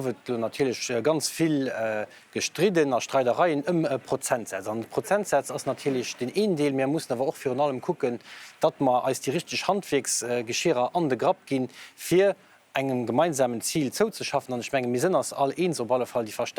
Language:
Luxembourgish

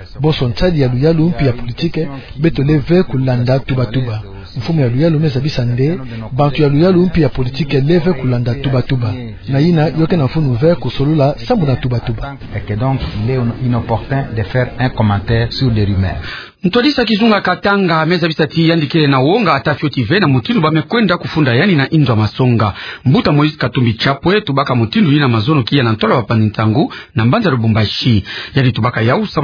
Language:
Kituba (Democratic Republic of Congo)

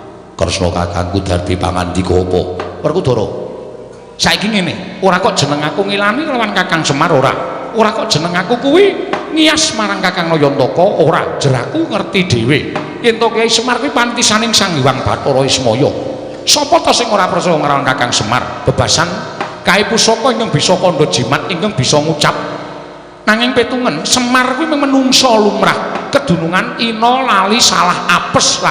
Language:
Javanese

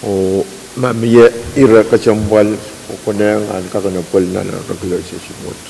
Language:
Pohnpeian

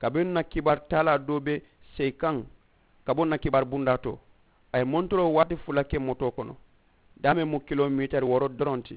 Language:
Mandingo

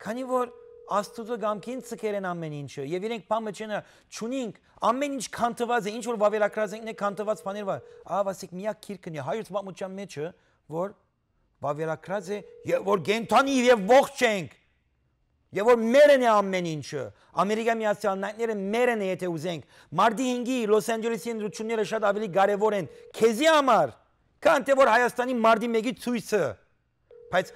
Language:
Western Armenian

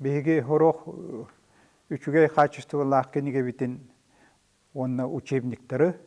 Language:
Yakut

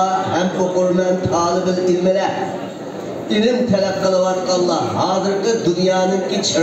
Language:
Uyghur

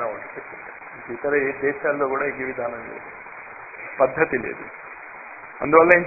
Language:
Telugu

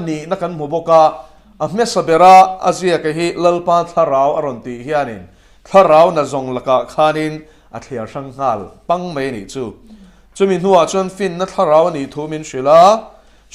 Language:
Mizo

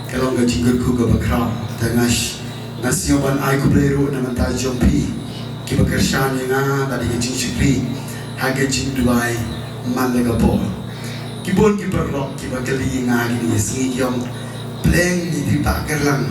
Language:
Khasi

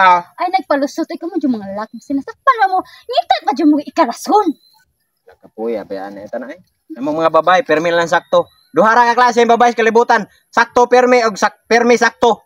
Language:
Cebuano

